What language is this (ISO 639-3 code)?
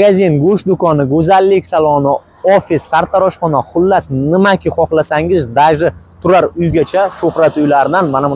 uzb